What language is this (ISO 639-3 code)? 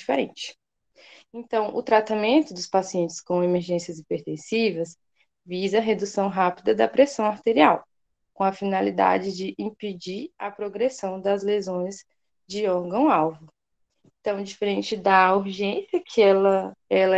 por